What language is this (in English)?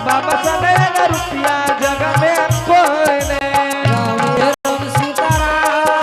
Angika